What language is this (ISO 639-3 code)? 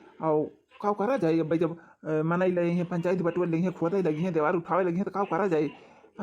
awa